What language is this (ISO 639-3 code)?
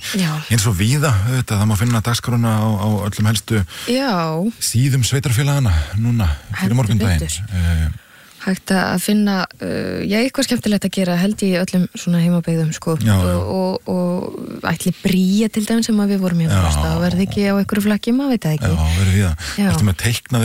isl